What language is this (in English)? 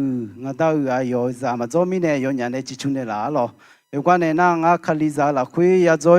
Akha